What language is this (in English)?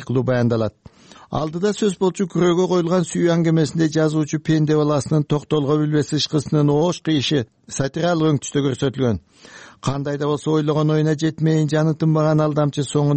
Kyrgyz